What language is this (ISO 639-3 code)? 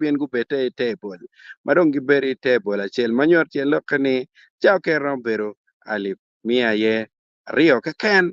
ach